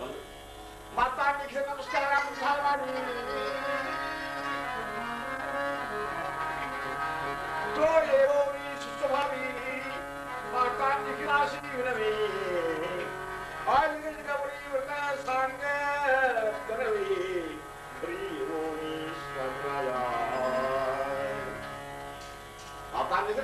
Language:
Kannada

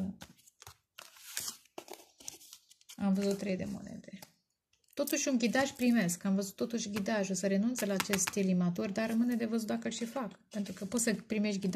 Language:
Romanian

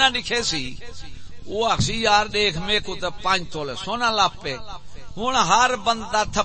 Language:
Saraiki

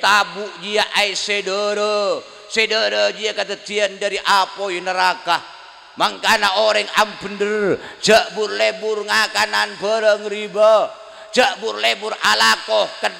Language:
Madurese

